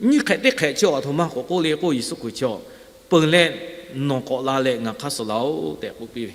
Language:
Lahu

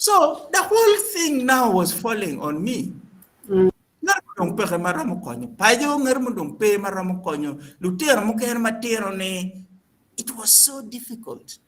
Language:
Acoli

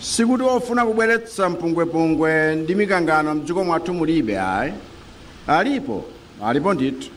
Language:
Nyanja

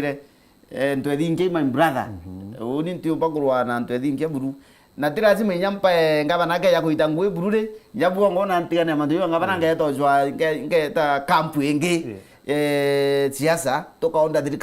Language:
Meru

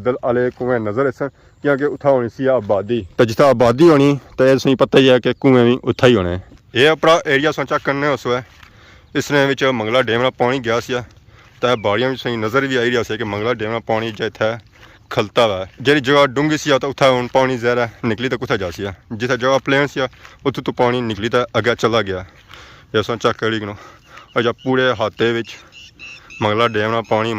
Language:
Pahari-Potwari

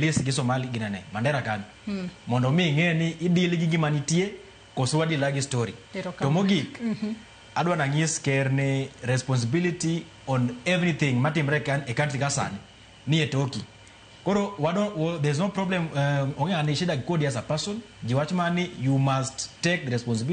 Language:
Luo (Kenya and Tanzania)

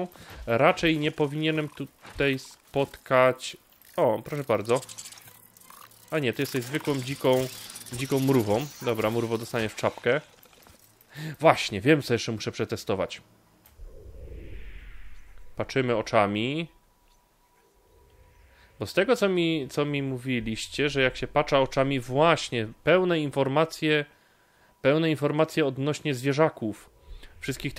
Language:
Polish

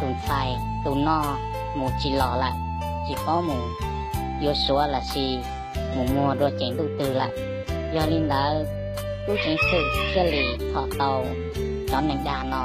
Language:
Hmong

